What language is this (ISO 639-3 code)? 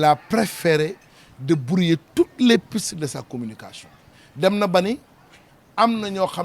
wol